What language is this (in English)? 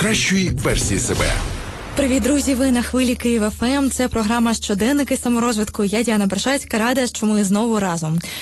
Ukrainian